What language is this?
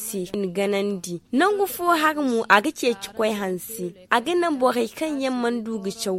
Zarma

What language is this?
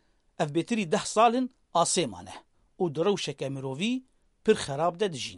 Kurdish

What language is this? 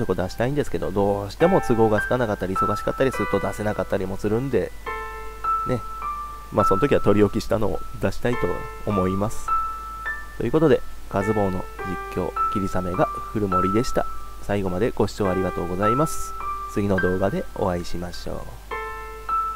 Japanese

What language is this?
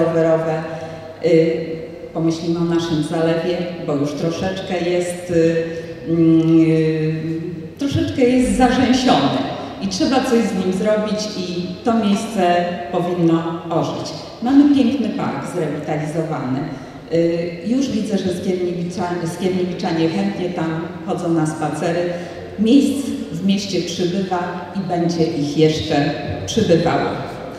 Polish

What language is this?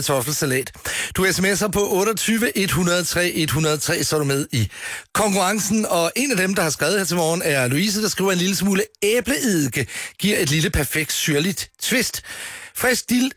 Danish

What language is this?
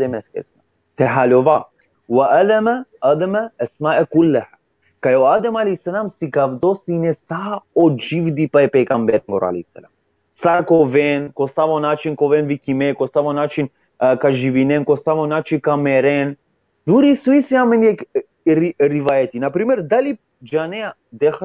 Balkan Romani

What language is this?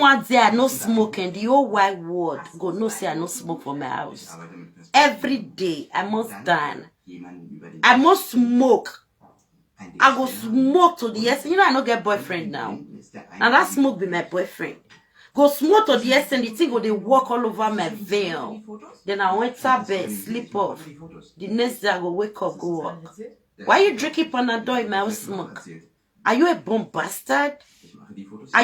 Nigerian Pidgin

